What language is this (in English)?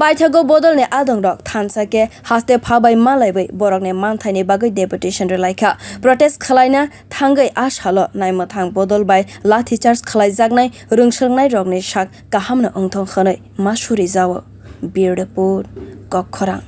Kok Borok